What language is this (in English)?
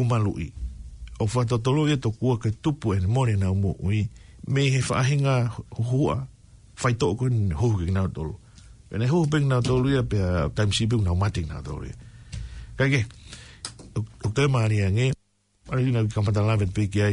Tongan